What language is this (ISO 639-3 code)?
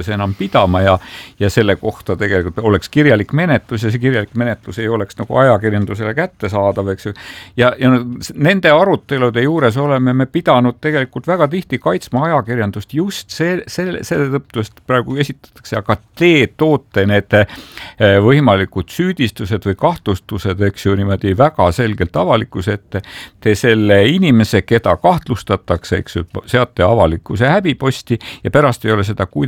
est